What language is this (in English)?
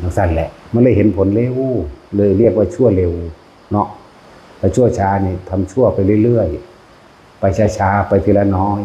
Northeastern Thai